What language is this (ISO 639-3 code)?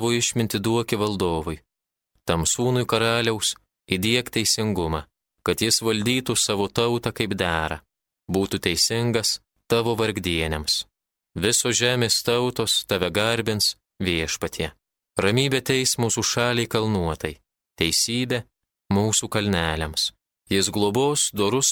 lit